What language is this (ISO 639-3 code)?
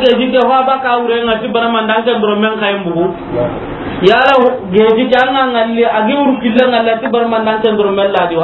snk